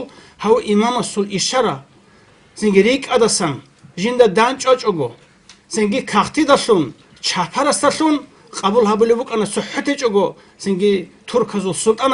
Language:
Avaric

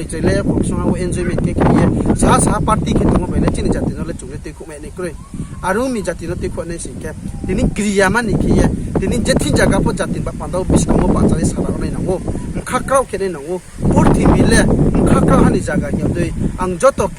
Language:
Riang (India)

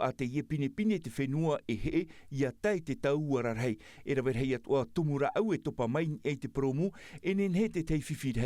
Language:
Tahitian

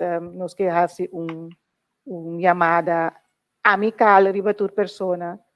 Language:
Papiamento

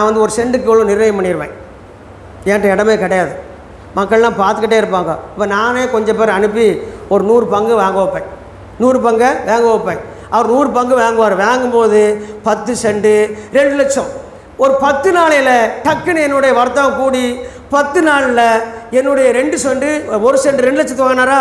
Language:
Tamil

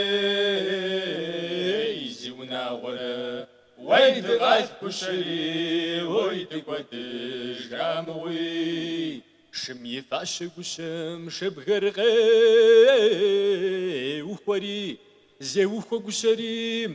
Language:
Kabardian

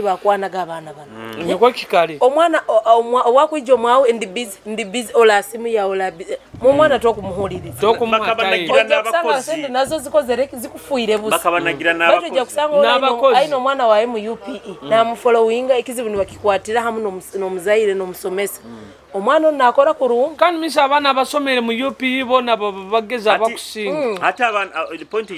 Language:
Nyoro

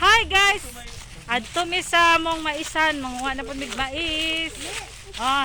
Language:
Cebuano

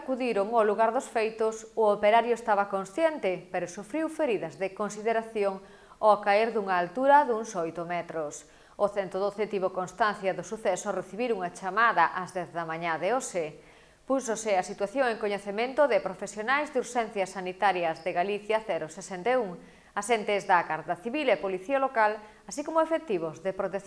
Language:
Galician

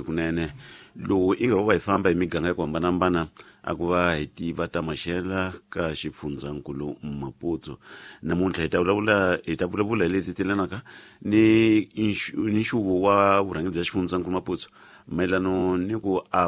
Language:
Tsonga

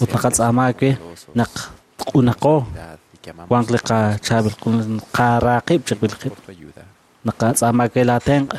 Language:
Kekchí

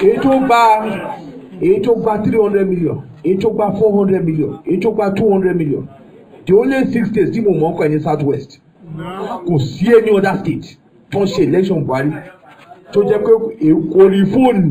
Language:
Yoruba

